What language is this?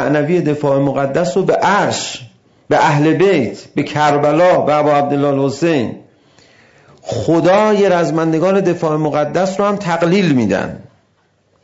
Persian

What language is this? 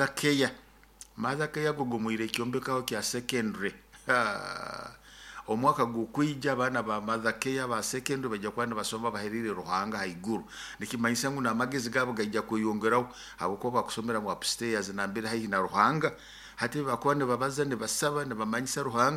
Nyoro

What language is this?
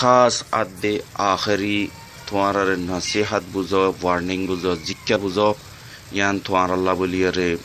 Rohingya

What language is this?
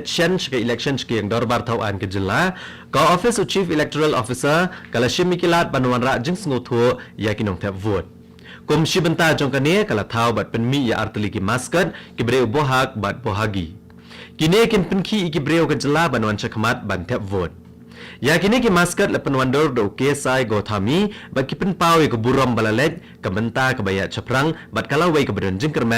Khasi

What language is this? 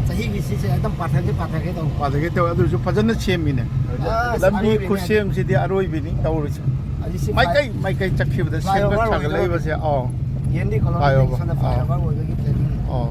Manipuri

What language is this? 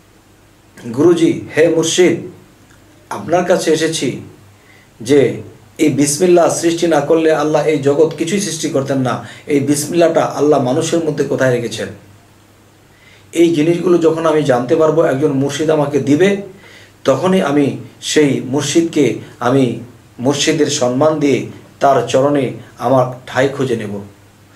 Bangla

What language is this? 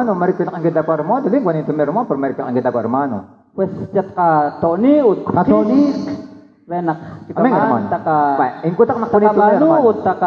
Kekchí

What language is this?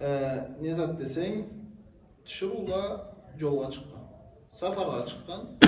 Karachay-Balkar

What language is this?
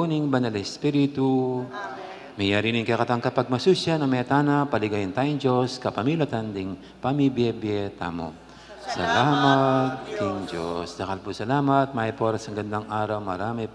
Pampanga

